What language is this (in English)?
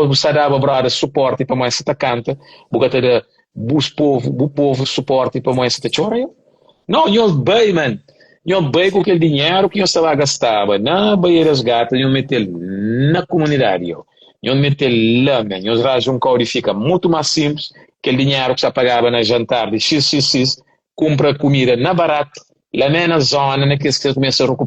Kabuverdianu